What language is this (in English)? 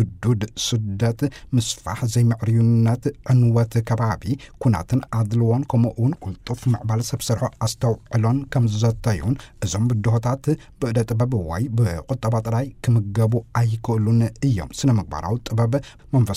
Tigrinya